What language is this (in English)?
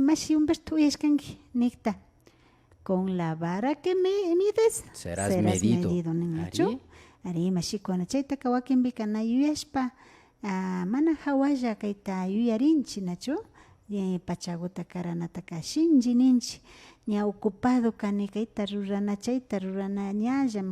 Imbabura Highland Quichua